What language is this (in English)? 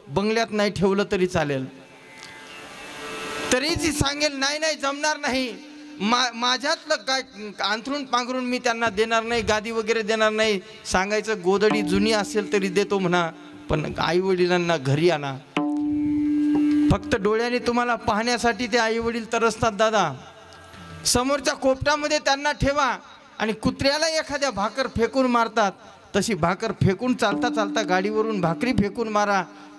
Marathi